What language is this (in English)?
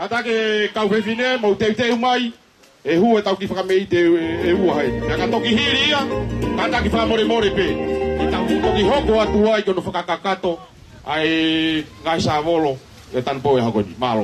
Tongan